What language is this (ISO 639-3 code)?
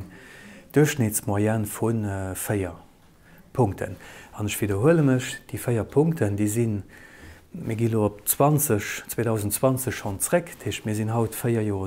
ltz